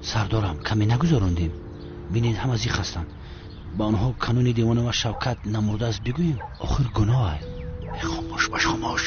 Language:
Tajik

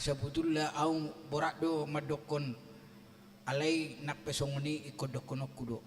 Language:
Batak Toba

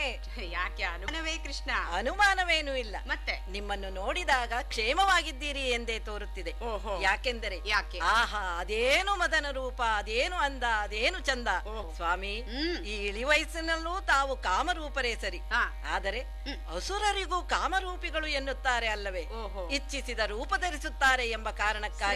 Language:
Kannada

